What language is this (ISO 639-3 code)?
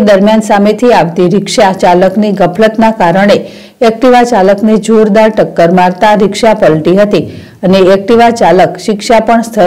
guj